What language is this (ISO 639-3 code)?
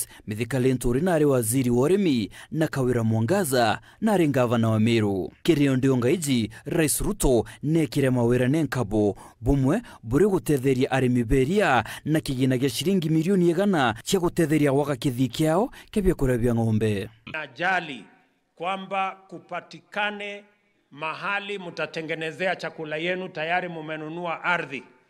mer